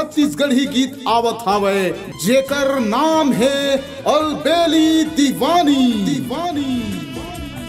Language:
Chhattisgarhi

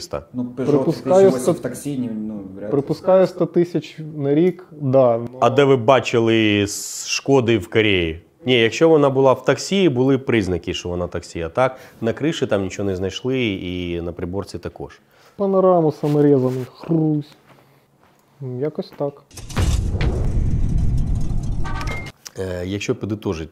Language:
Ukrainian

